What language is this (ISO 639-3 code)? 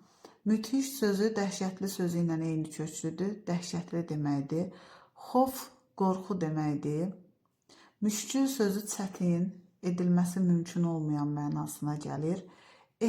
aze